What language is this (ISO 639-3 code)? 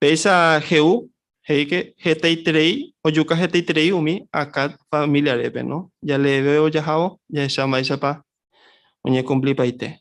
grn